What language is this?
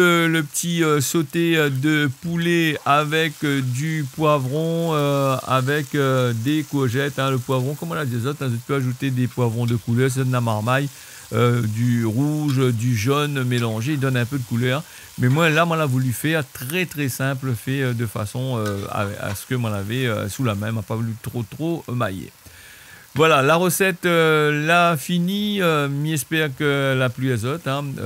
Réunion Creole French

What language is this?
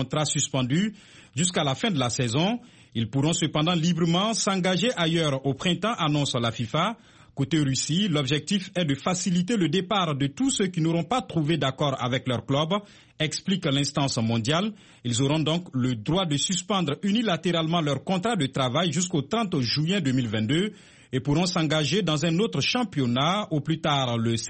French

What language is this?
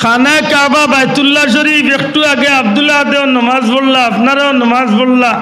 Sylheti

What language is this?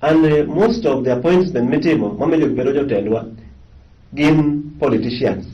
Luo (Kenya and Tanzania)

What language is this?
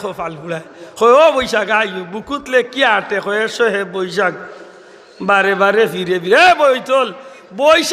Sylheti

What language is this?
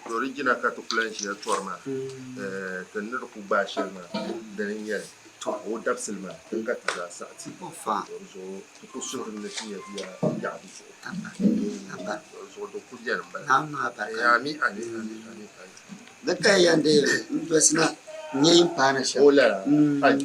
Dagbani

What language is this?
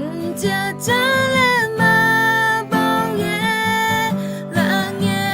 Akha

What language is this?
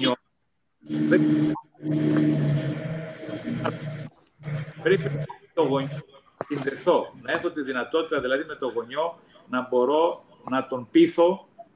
Greek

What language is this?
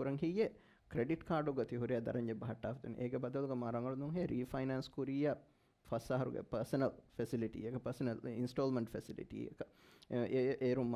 Divehi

